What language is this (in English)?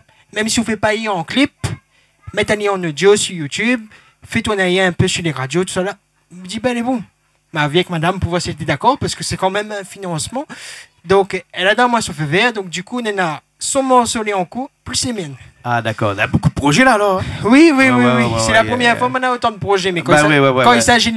Réunion Creole French